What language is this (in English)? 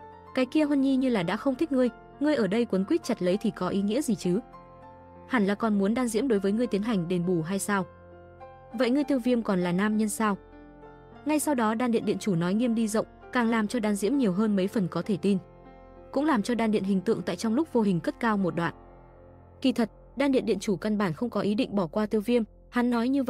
Vietnamese